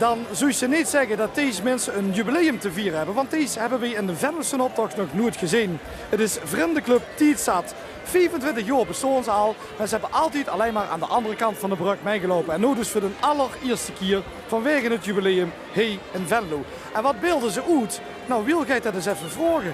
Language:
Limburgish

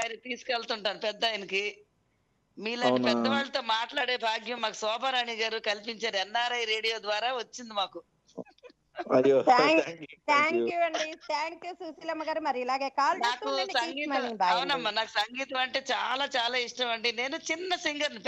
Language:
Telugu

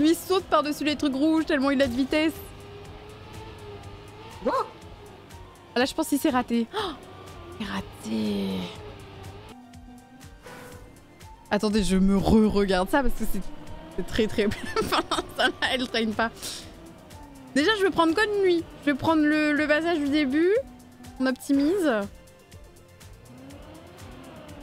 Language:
French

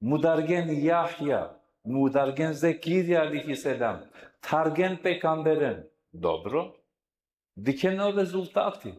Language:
Balkan Romani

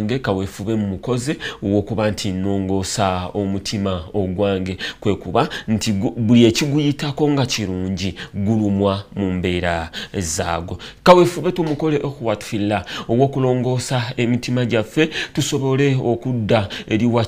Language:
Ganda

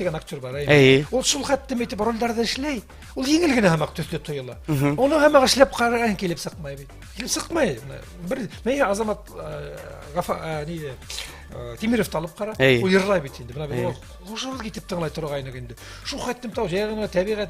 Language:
Bashkir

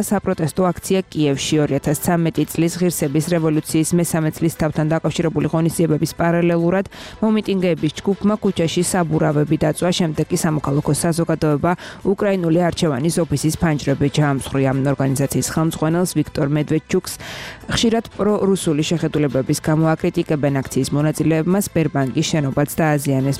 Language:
Georgian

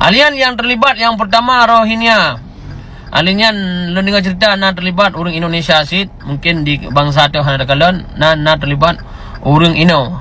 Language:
Achinese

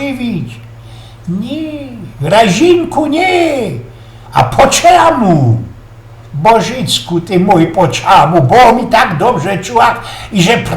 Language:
Silesian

